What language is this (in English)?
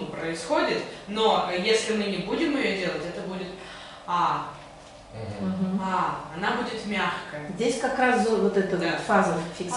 Russian